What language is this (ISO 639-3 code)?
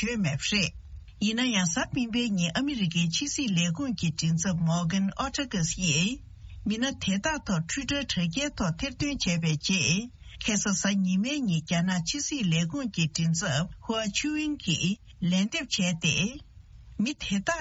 bod